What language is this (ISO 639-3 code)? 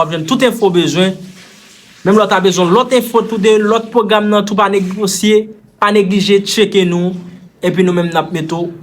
hat